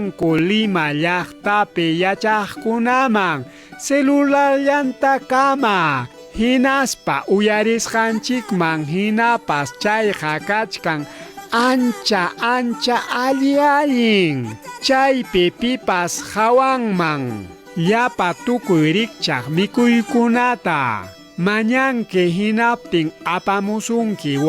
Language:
Ayacucho Quechua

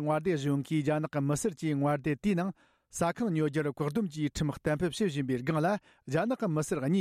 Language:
Tibetan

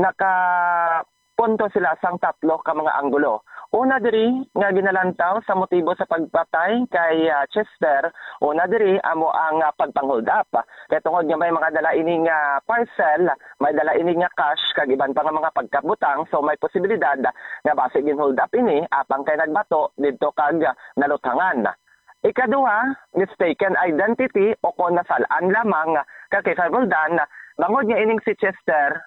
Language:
Hiligaynon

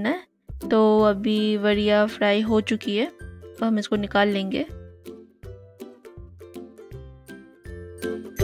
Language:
Hindi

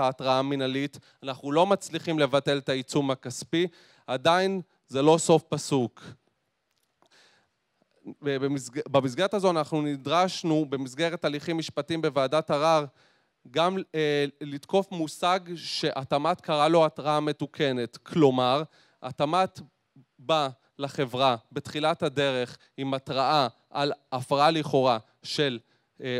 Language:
Hebrew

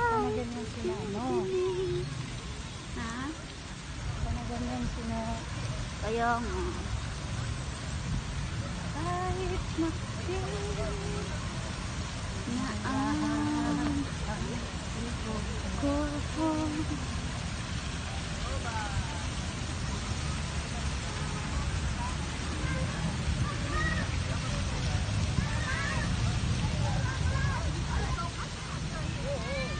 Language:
Filipino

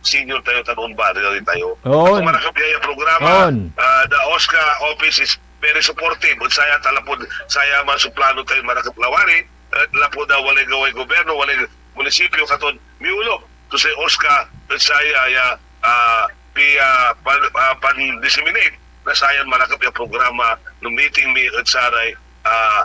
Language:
Pangasinan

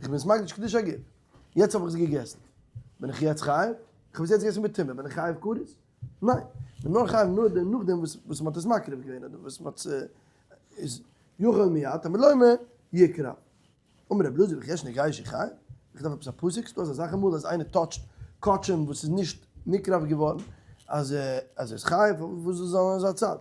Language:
Yiddish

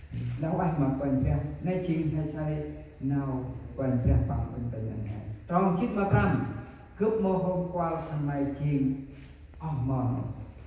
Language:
Central Mnong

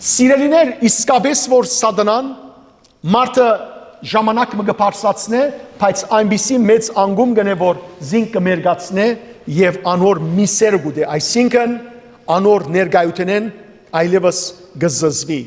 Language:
Western Armenian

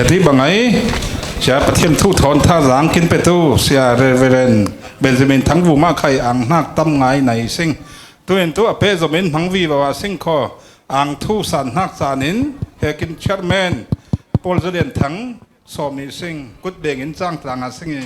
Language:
Falam Chin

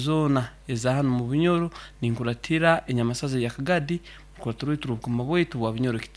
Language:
Nyoro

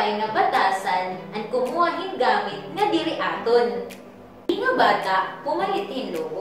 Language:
Waray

